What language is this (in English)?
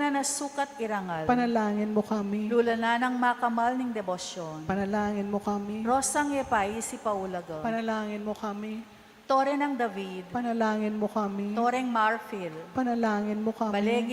Pampanga